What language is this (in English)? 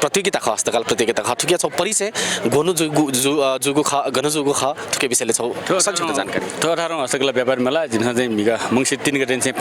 Newari